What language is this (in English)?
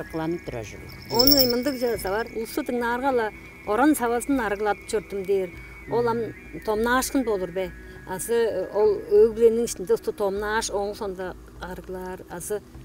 Tuvinian